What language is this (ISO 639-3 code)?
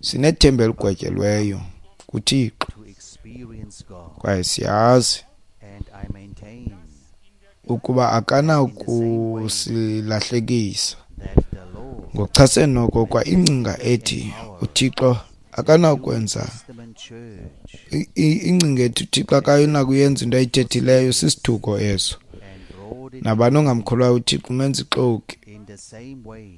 xho